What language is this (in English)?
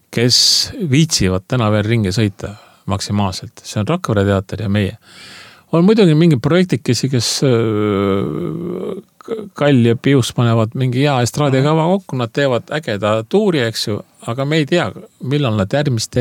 Estonian